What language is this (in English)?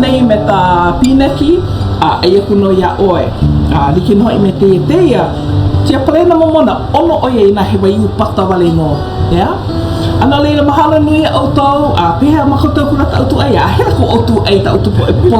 Hawaiian